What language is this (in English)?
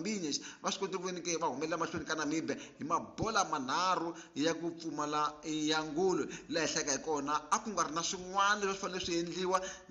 Tsonga